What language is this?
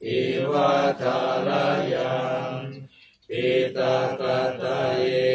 Pali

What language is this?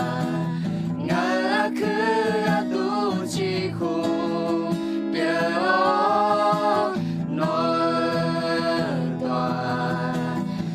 Akha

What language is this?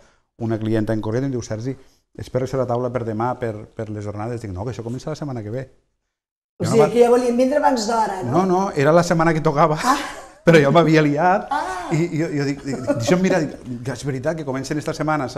Catalan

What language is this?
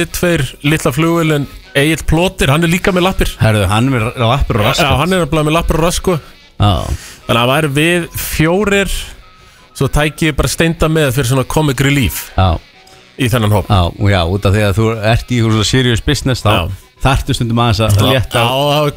Icelandic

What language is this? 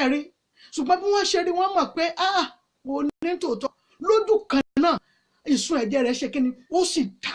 Yoruba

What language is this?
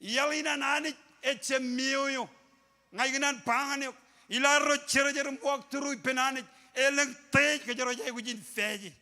Marshallese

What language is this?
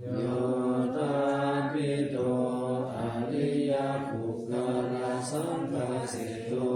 Pali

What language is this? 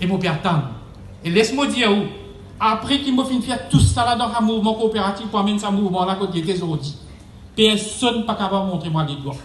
Morisyen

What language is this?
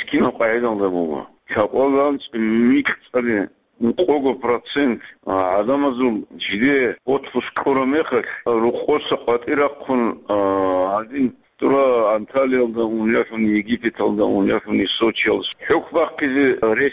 Avaric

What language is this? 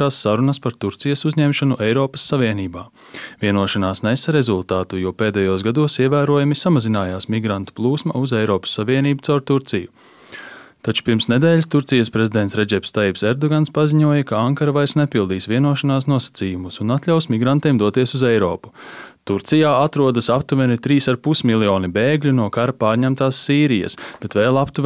Latvian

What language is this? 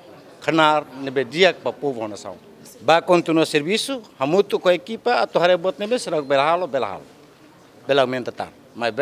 Tetum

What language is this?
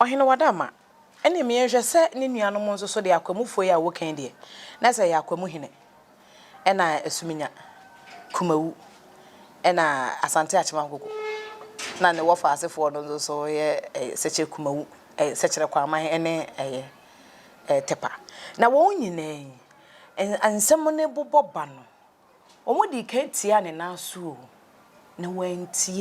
Akan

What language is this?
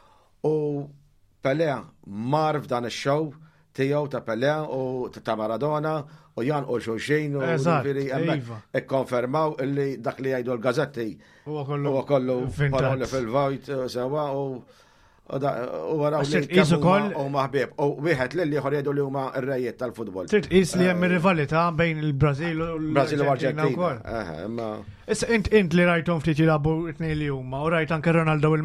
Maltese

